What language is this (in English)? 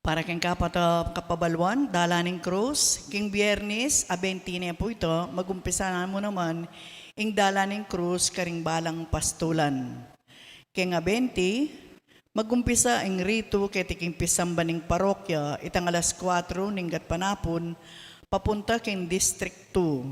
Pampanga